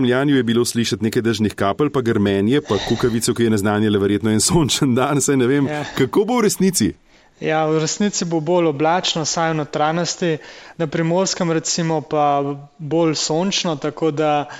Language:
Slovenian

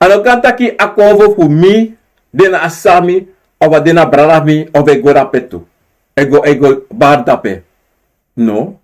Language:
Sranan Tongo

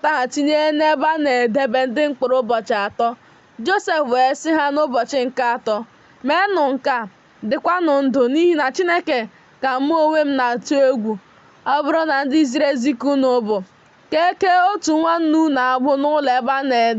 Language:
Igbo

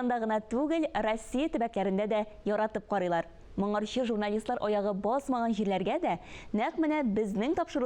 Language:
Tatar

